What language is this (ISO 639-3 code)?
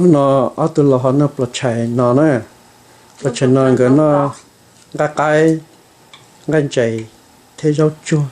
hmn